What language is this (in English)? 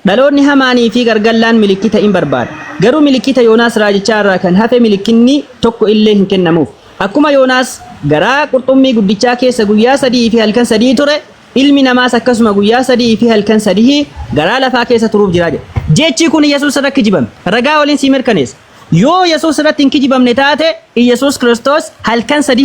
Oromo